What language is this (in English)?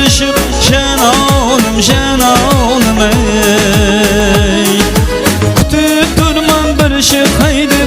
Kara-Kalpak